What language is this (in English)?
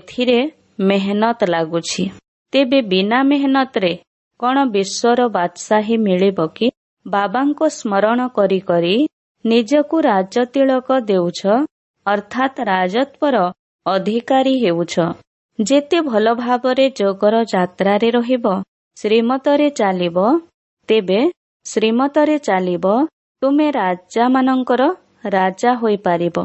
Odia